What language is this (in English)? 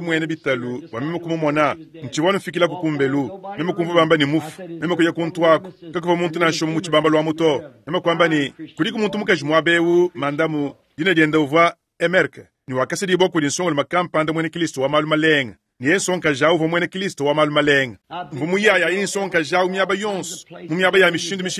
Luba-Lulua